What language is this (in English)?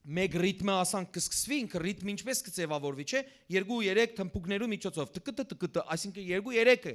Western Armenian